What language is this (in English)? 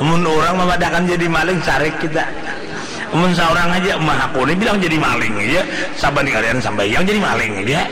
Banjar